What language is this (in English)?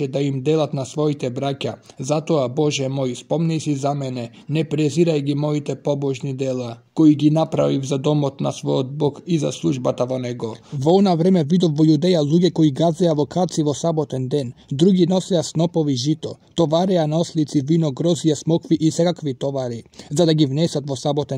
Macedonian